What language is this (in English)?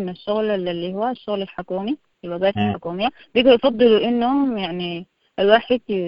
Sudanese Arabic